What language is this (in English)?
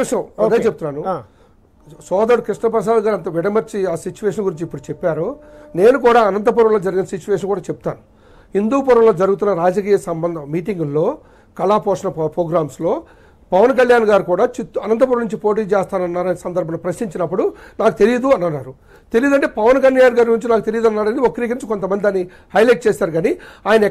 Telugu